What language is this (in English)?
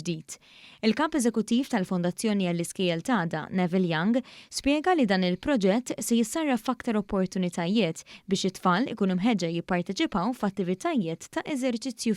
Maltese